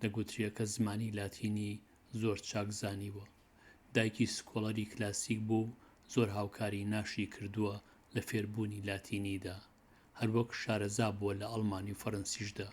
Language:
Central Kurdish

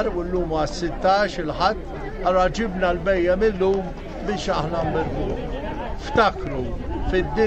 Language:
Maltese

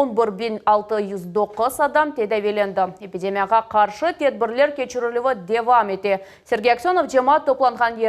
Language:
Crimean Tatar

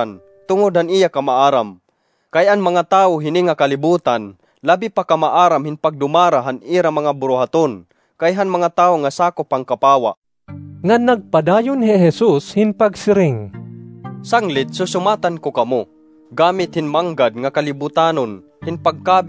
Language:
Waray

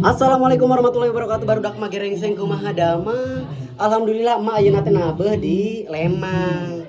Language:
Sundanese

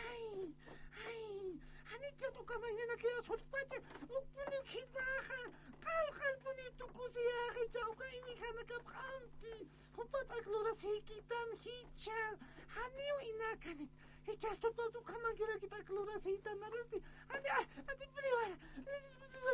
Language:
Aymara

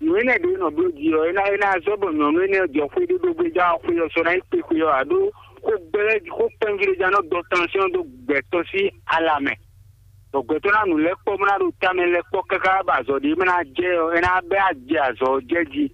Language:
Fon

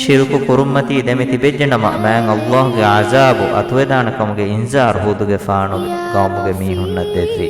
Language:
Divehi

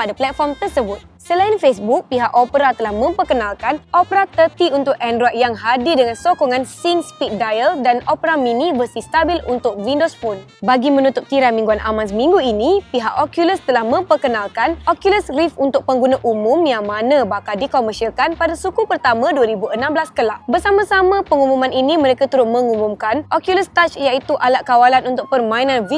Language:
Malay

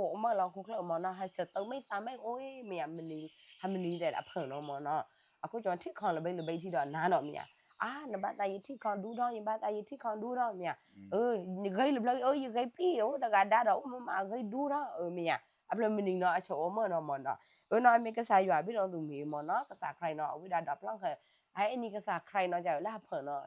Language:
S'gaw Karen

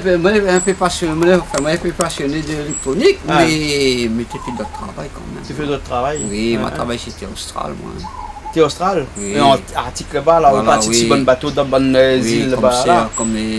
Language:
Réunion Creole French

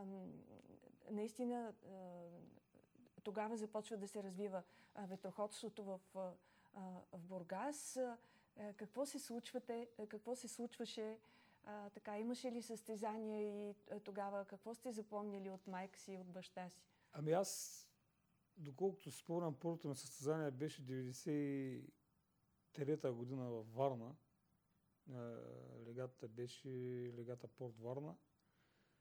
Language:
Bulgarian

